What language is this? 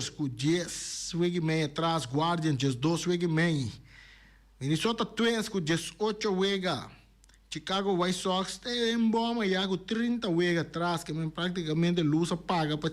Papiamento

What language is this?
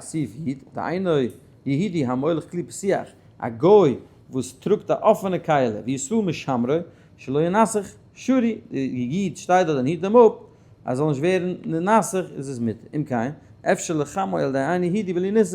Yiddish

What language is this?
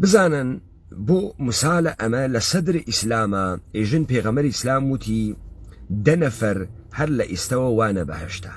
Central Kurdish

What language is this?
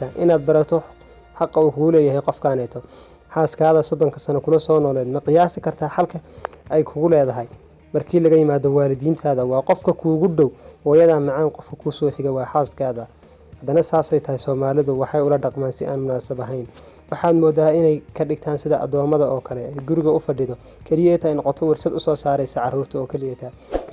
Somali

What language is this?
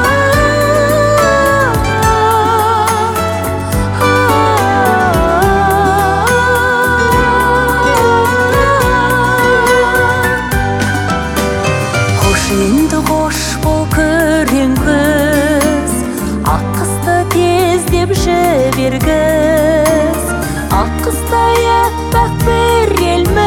Kazakh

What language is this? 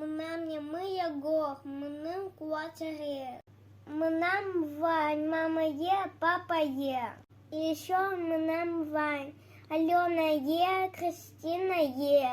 Udmurt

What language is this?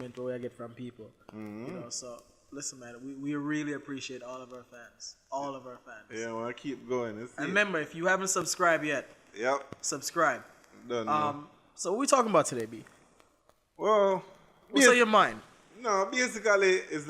Jamaican Creole English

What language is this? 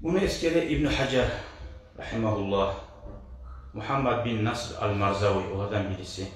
Kumyk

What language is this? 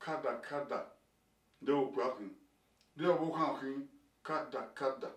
Bini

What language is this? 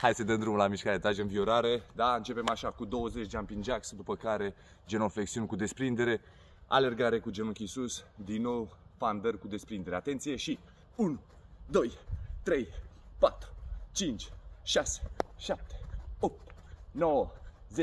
Romanian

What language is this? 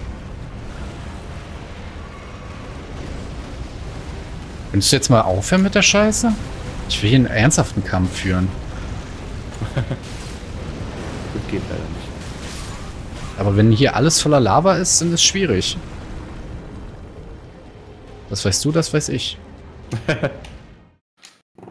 German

